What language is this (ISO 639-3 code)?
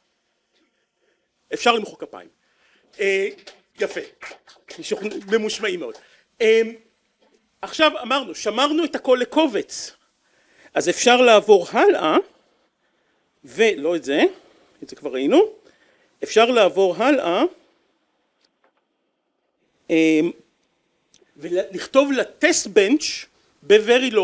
heb